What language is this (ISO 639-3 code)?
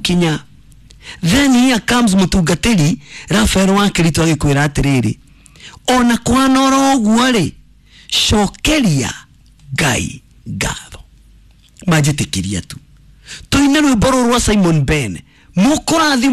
kik